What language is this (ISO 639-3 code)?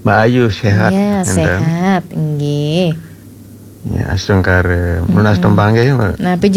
ban